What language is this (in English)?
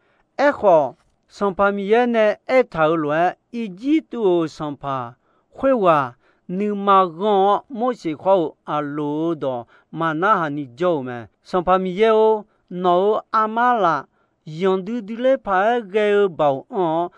Akha